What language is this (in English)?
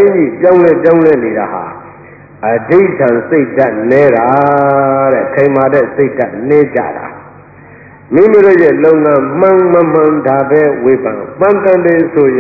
Burmese